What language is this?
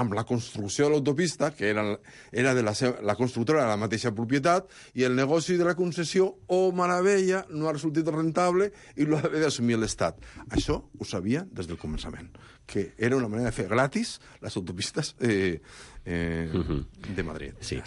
Catalan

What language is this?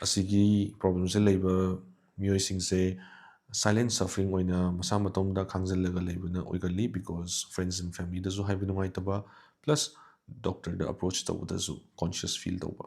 Manipuri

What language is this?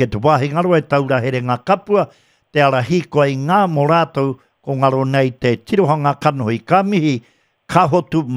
Māori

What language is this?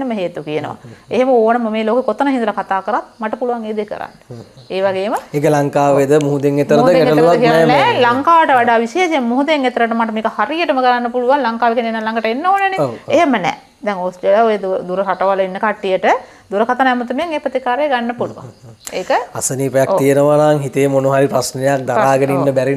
Sinhala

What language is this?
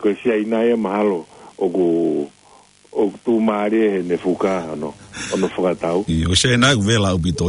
Tongan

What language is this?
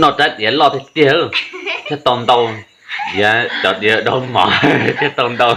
Hmong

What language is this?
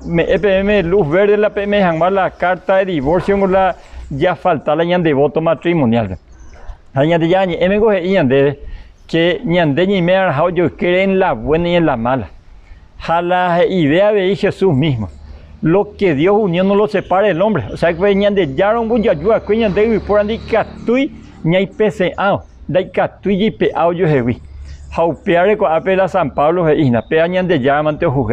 Guarani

